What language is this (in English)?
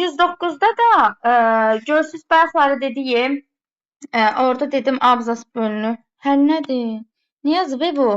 Azerbaijani